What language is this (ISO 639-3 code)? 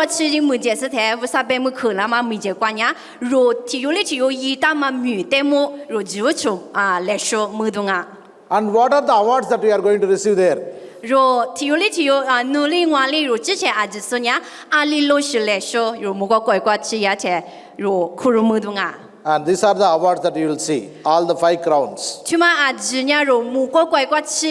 lis